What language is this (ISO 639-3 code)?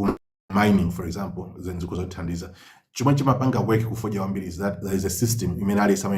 nya